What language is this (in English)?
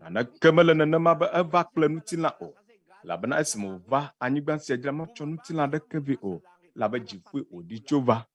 Ewe